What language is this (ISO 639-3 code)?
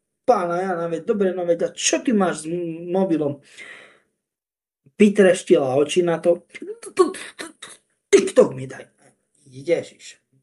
slk